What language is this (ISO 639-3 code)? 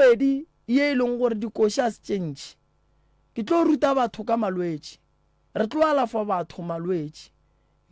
nso